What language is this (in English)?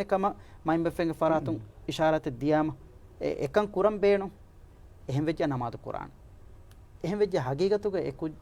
Divehi